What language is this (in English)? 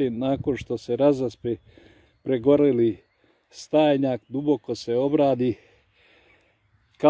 Croatian